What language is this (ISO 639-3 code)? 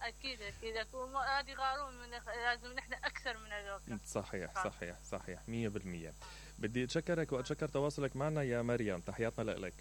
acm